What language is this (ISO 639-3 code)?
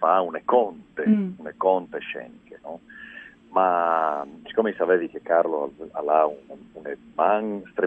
fur